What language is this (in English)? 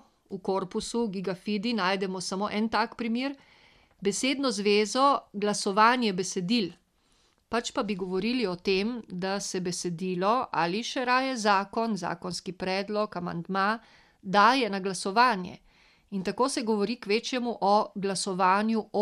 Slovenian